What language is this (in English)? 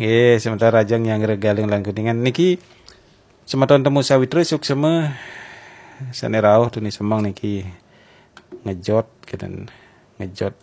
Balinese